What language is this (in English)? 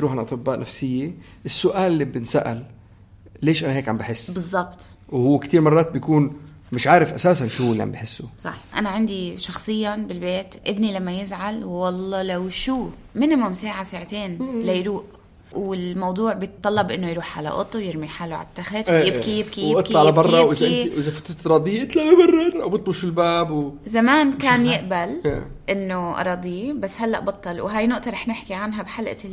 North Levantine Arabic